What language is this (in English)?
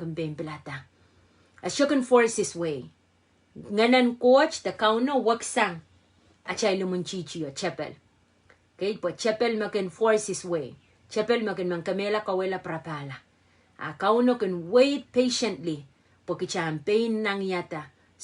Pohnpeian